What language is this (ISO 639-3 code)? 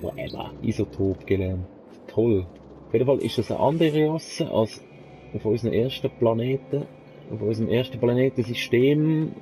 gsw